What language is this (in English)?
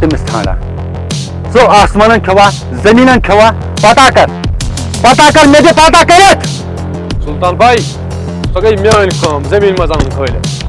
Kashmiri